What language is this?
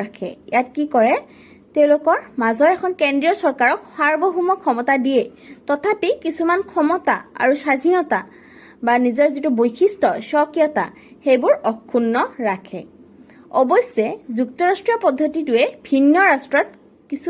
Assamese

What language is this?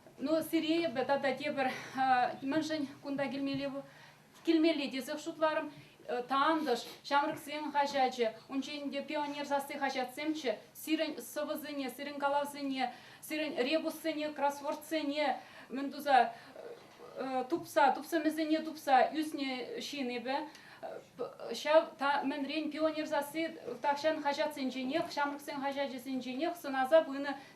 Chuvash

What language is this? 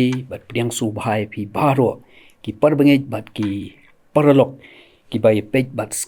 Khasi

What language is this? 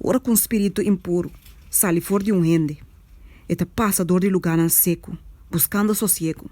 Papiamento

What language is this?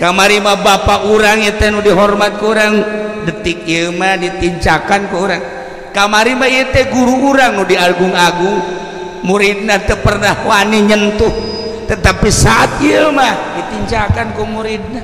Sundanese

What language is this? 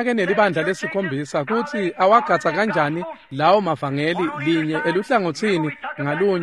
Swati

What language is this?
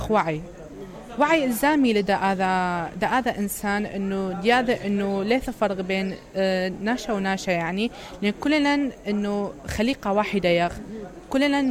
Mesopotamian Arabic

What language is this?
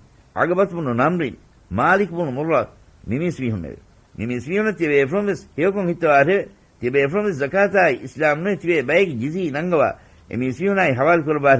Divehi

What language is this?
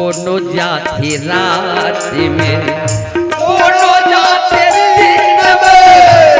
Chhattisgarhi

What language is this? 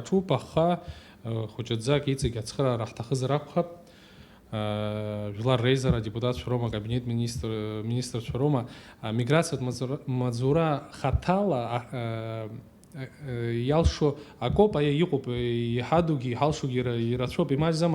Abkhazian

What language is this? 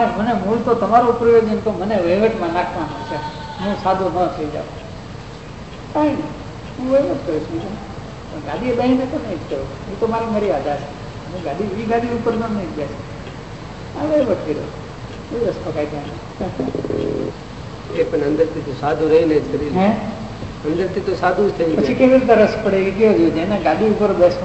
Gujarati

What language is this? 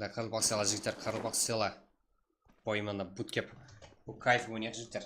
Kara-Kalpak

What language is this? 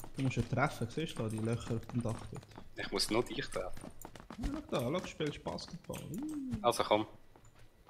Swiss German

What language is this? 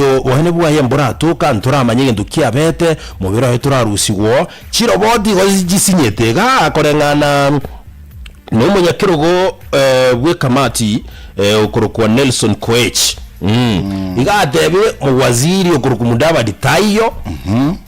Gusii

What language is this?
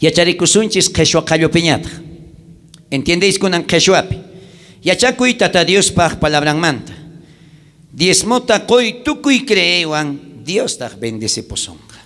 South Bolivian Quechua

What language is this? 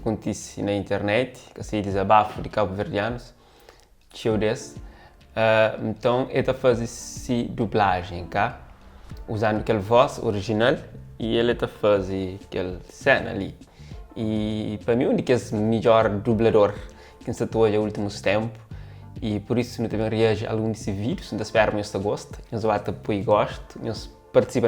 Kabuverdianu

